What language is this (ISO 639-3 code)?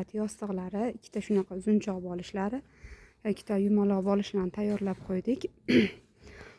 uzb